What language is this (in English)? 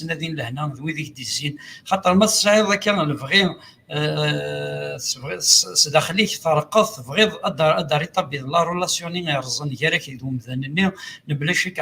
Kabyle